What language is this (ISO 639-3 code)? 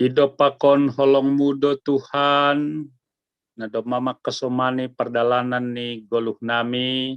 bts